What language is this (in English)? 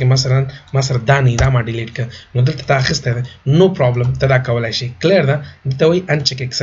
Pashto